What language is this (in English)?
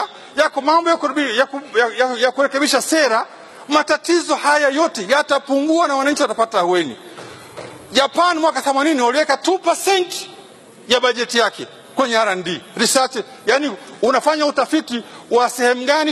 Swahili